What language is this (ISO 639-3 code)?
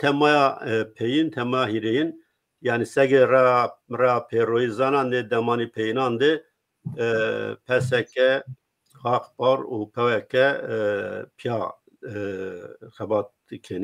zza